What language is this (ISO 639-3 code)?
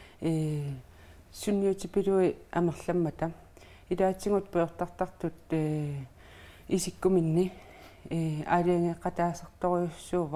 kal